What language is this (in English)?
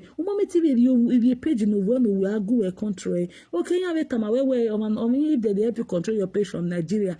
Nigerian Pidgin